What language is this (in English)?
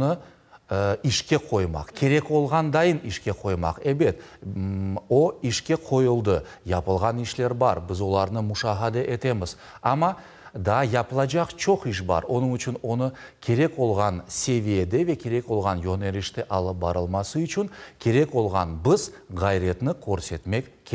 Crimean Tatar